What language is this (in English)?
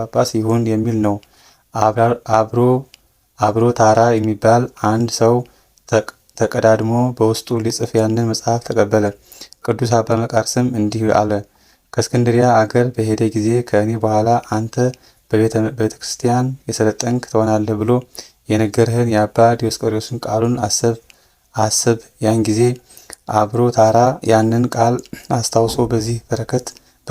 Amharic